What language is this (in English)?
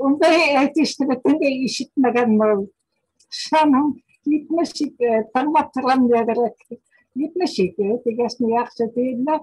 Bashkir